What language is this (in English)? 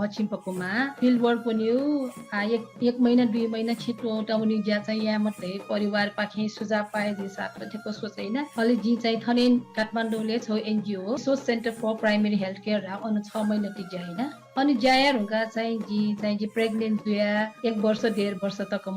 Newari